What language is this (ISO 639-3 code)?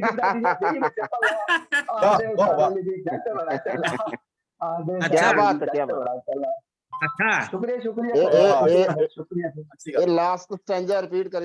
doi